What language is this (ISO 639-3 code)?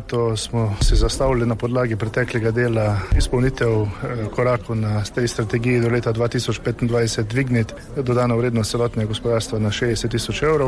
slv